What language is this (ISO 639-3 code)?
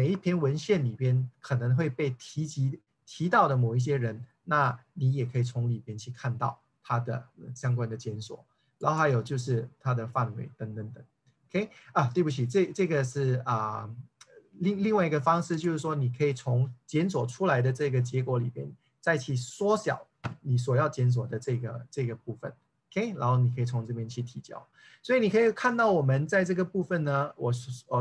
zho